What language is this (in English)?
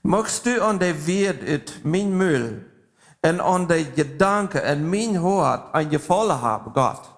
Plautdietsch